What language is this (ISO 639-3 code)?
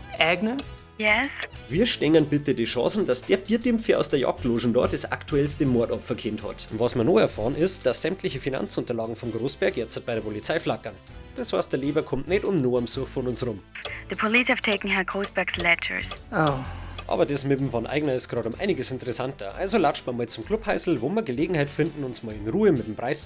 bar